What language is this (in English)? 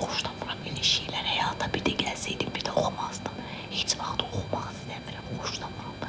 Azerbaijani